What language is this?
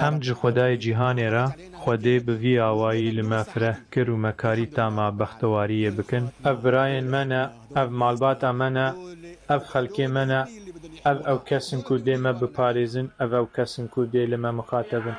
Kurdish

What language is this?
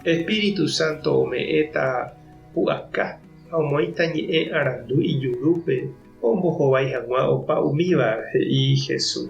Guarani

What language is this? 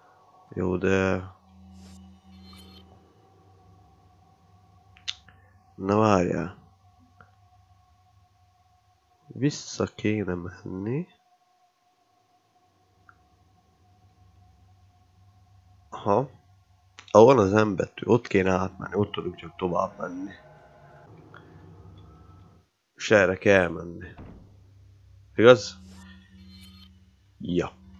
Hungarian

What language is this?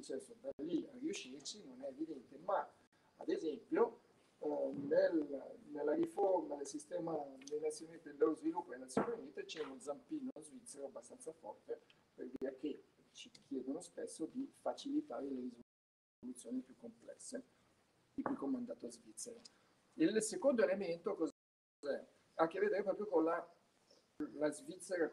Italian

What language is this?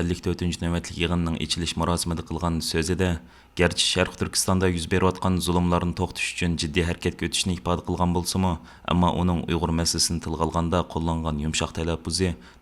Uyghur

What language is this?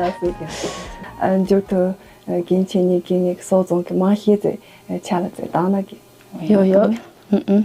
Tibetan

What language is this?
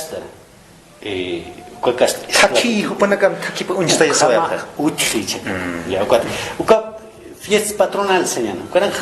Aymara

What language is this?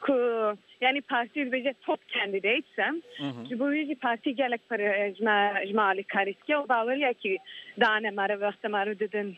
Kurdish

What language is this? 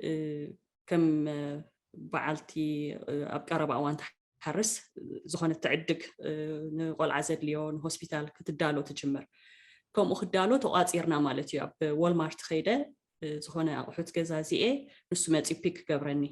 Tigrinya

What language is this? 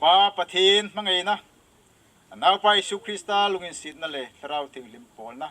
Hmar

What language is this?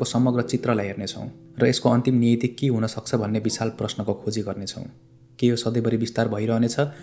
Nepali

